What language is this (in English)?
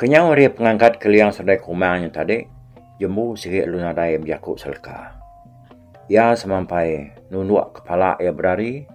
Iban